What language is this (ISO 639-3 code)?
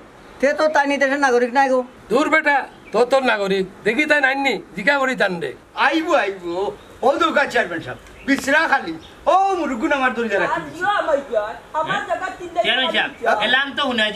syl